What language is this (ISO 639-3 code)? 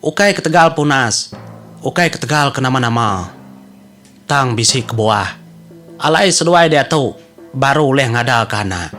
iba